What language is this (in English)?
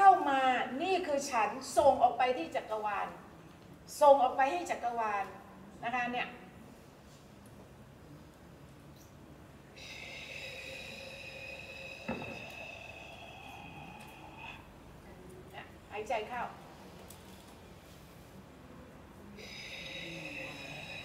Thai